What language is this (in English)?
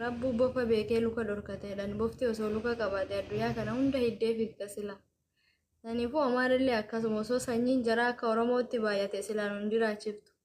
Oromo